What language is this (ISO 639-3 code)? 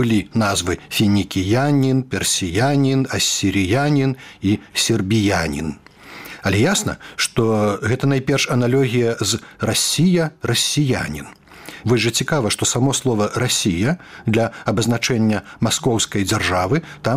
bel